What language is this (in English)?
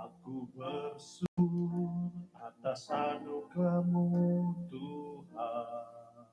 Central Dusun